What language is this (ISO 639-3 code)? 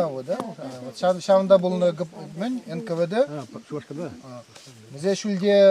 chv